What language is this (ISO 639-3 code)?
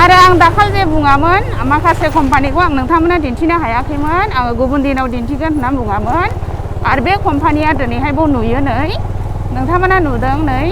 brx